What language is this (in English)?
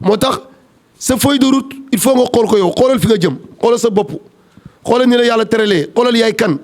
Wolof